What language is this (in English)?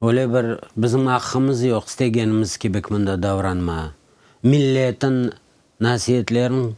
Crimean Tatar